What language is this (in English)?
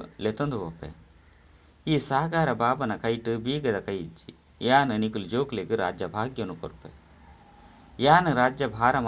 Tulu